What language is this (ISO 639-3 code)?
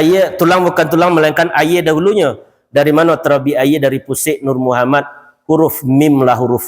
min